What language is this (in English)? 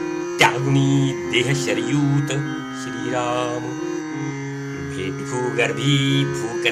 Marathi